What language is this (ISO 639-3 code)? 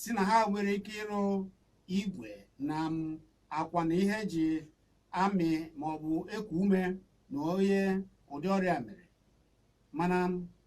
ibo